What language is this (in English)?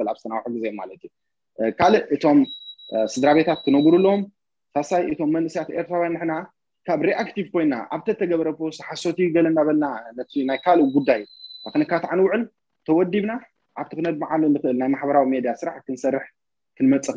Tigrinya